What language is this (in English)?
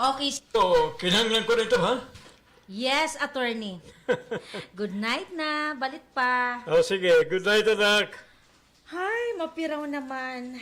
Waray